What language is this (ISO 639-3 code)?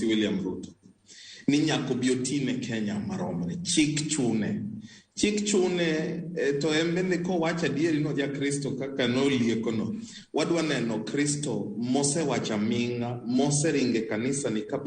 luo